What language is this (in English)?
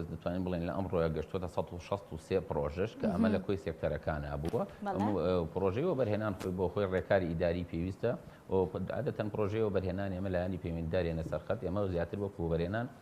Central Kurdish